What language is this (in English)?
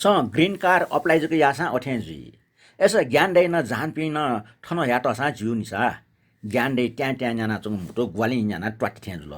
Newari